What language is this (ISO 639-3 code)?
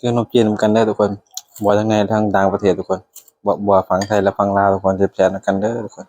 tts